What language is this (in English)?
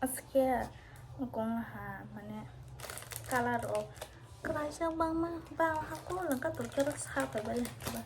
Kok Borok